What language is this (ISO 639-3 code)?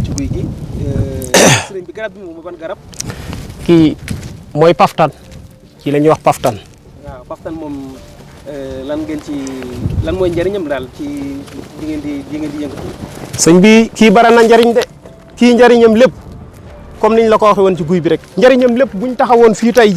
wol